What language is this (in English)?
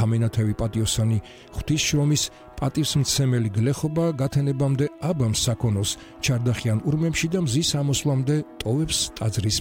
Georgian